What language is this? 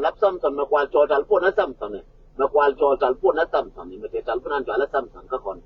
Nuer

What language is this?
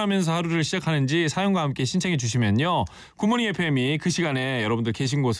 Korean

